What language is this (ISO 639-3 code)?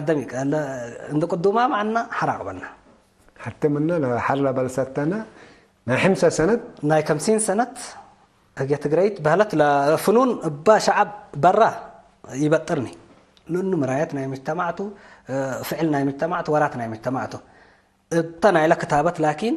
tig